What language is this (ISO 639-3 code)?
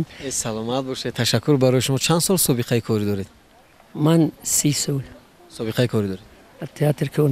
tgk